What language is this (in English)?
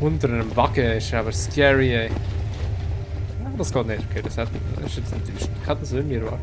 Swiss German